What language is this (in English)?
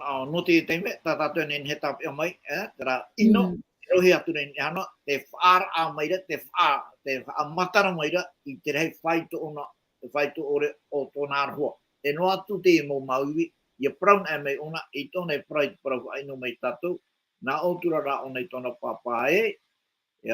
Tahitian